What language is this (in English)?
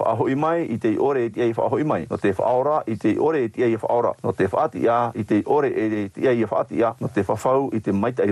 Tahitian